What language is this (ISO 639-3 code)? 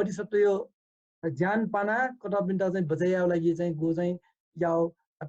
new